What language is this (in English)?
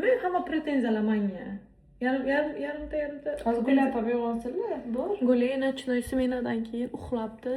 Uzbek